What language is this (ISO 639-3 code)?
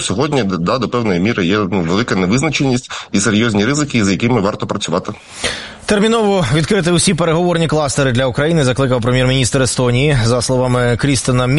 ukr